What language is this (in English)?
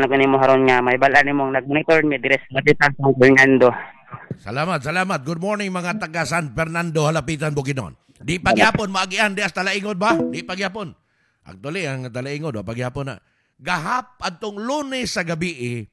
Cebuano